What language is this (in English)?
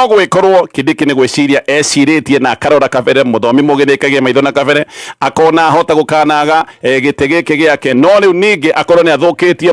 Kikuyu